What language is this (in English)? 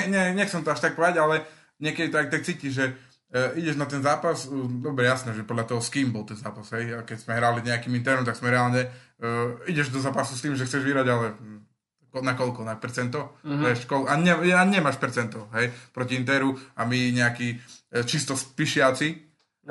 Slovak